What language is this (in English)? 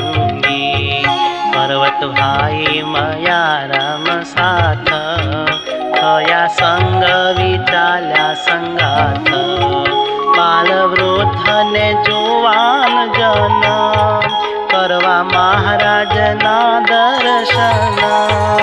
Gujarati